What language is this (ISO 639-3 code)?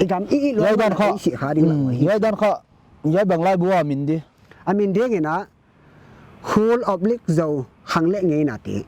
pck